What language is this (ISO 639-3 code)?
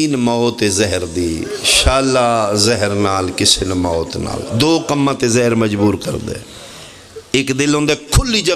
phr